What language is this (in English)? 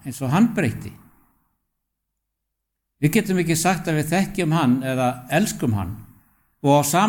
Icelandic